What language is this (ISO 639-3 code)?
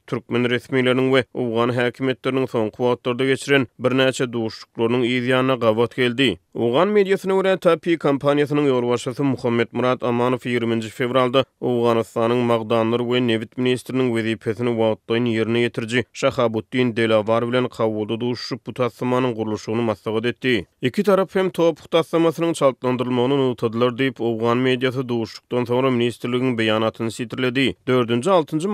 tuk